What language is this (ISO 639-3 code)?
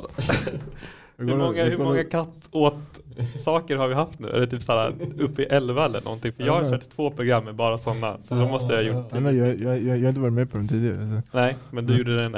swe